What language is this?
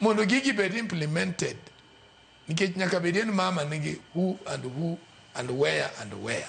Luo (Kenya and Tanzania)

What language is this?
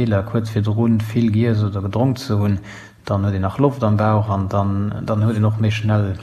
Luxembourgish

